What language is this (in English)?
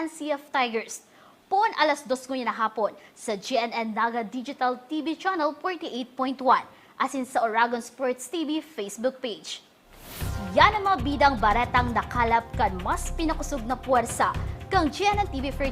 Bikol